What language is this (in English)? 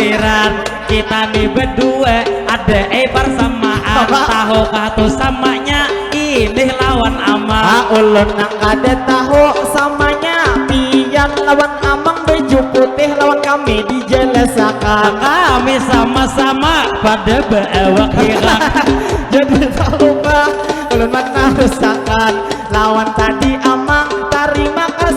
Banjar